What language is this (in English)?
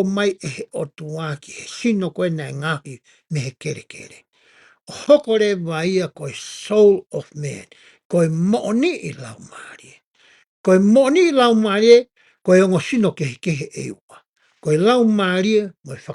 Tongan